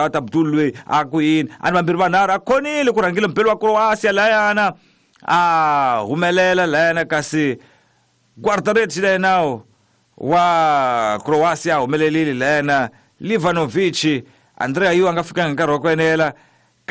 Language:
Tsonga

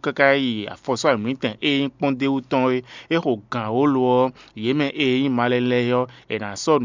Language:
Fon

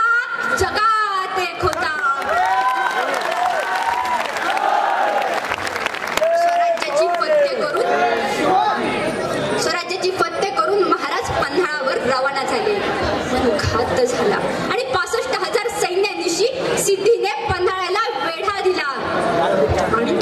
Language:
Marathi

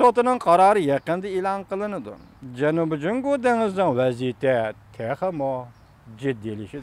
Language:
Uyghur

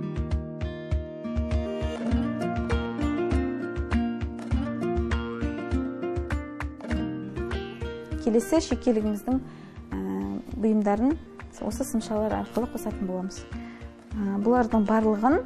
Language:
Kazakh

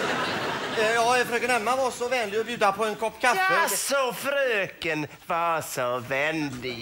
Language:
Swedish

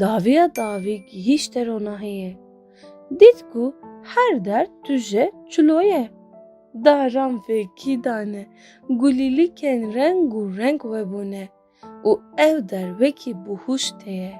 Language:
Kurdish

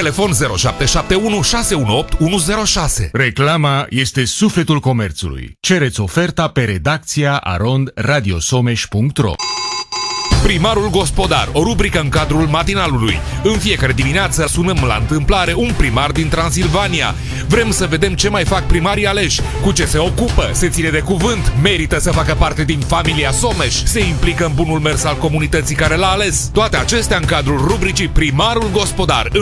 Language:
Romanian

